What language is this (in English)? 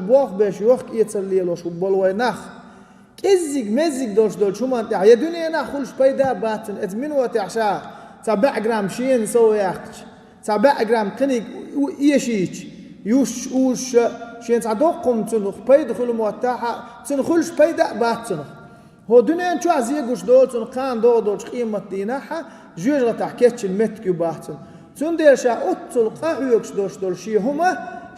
Chechen